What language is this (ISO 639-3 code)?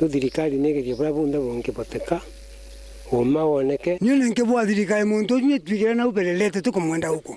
mer